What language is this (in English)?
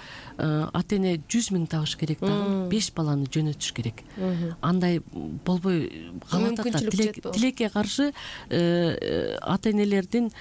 Kyrgyz